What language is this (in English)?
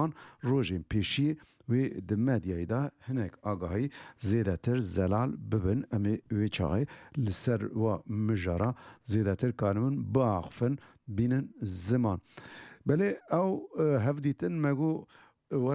Kurdish